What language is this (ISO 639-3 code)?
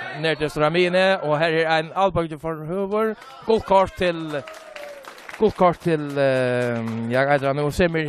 fao